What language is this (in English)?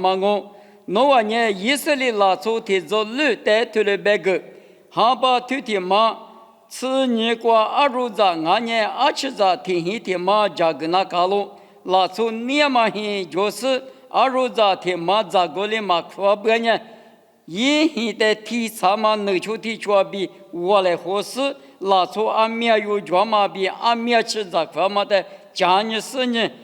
Lisu